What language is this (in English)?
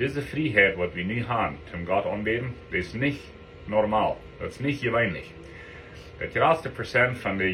Plautdietsch